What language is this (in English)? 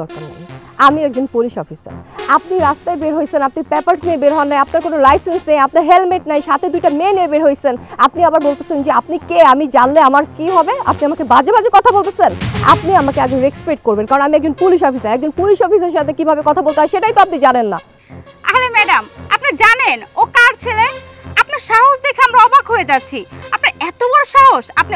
Bangla